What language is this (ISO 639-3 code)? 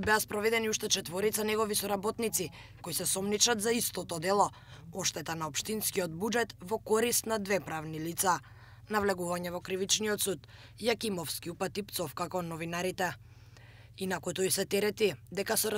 mkd